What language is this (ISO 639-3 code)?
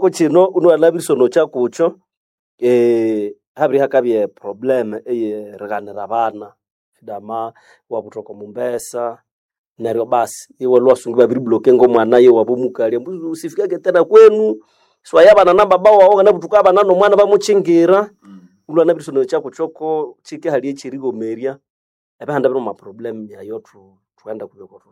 nnb